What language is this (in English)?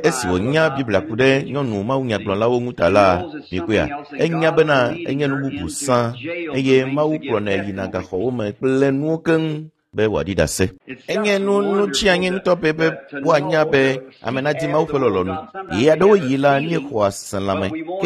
Ewe